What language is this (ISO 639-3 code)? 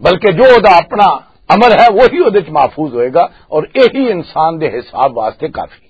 lah